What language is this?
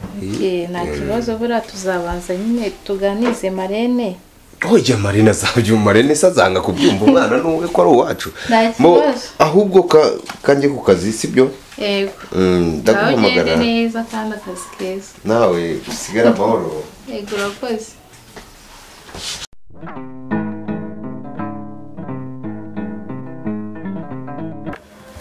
Kinyarwanda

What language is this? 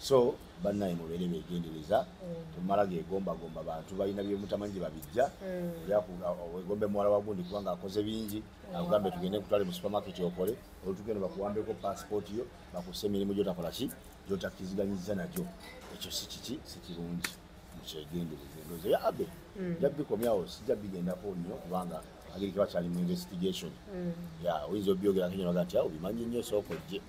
Ganda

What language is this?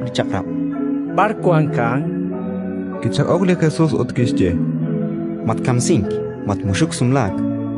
Kekchí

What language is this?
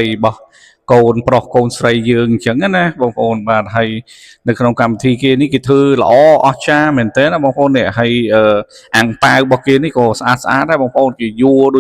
Khmer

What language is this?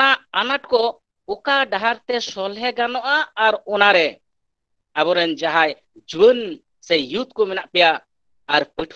Santali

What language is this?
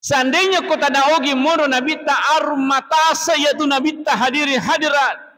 Buginese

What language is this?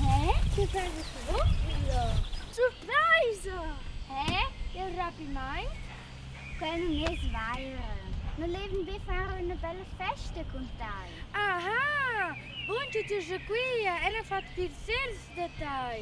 Romansh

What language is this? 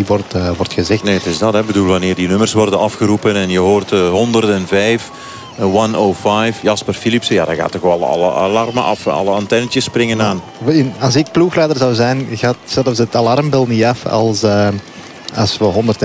Dutch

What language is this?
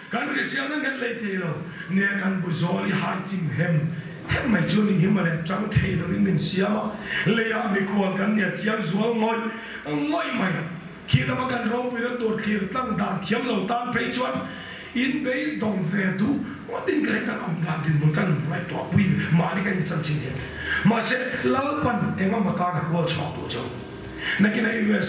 Mizo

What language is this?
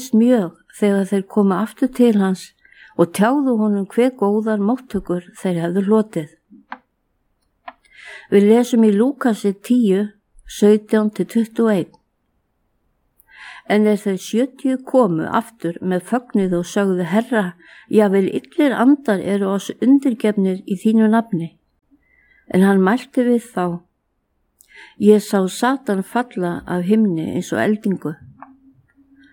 Icelandic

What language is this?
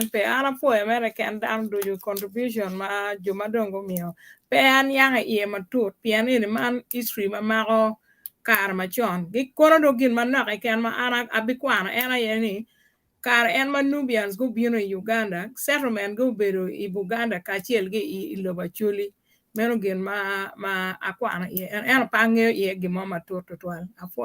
Acoli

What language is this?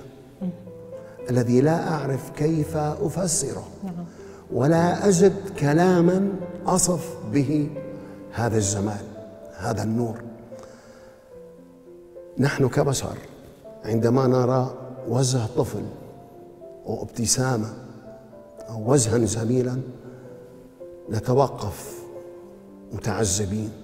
Arabic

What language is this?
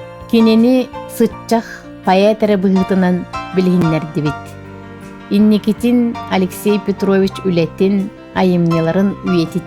Yakut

